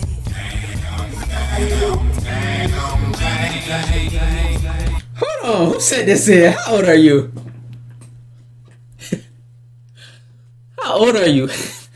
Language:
English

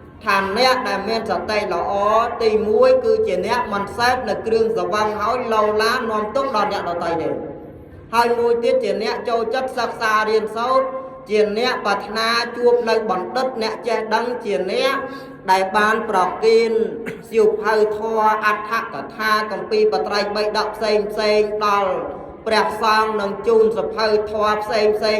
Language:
Khmer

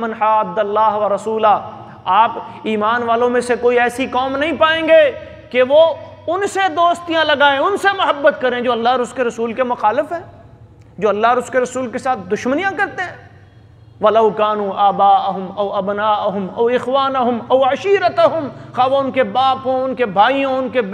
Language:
Urdu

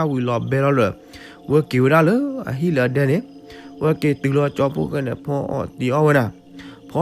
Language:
S'gaw Karen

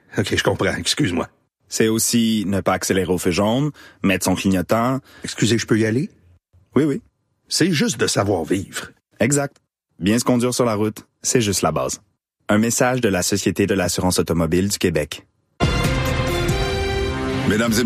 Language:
French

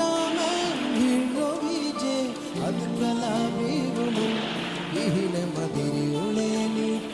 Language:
Divehi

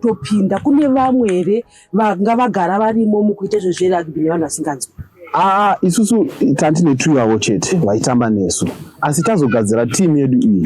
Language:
Shona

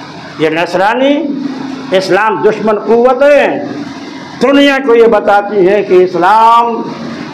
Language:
Urdu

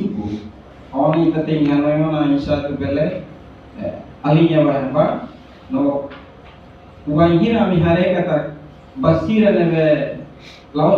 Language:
Tetum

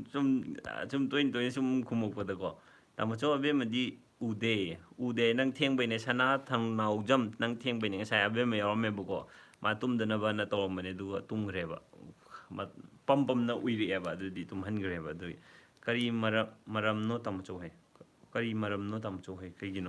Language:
Manipuri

